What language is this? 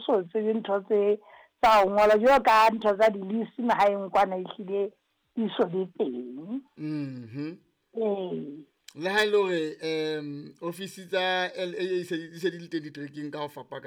Southern Sotho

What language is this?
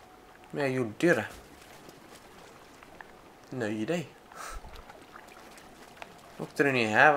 Swedish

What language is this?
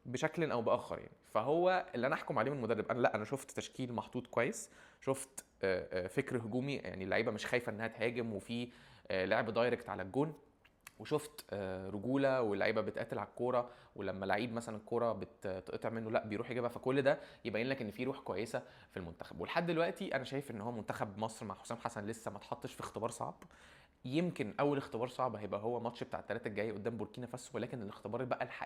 Egyptian Arabic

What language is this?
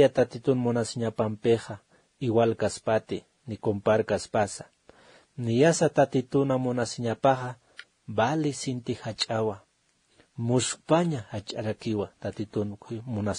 Aymara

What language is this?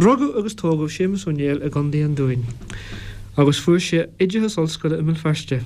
Irish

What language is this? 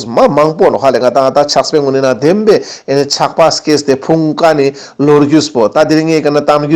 Ladakhi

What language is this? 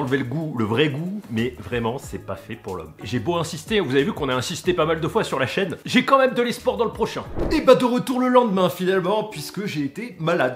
French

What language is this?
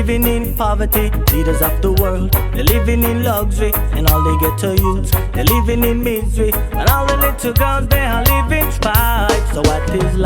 Jamaican Creole English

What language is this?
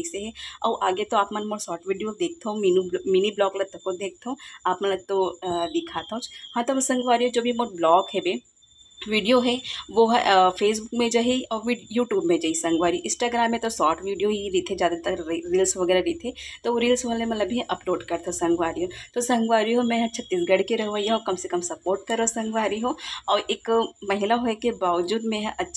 Chhattisgarhi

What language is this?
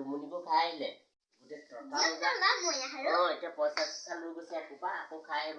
Assamese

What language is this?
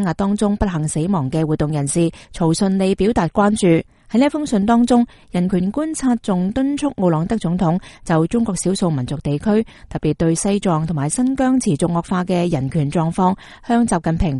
Cantonese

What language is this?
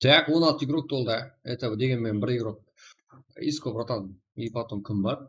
Kara-Kalpak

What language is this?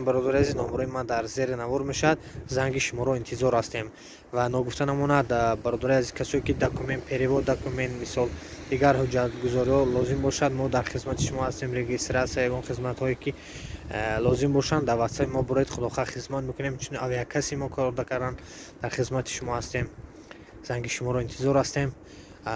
Tajik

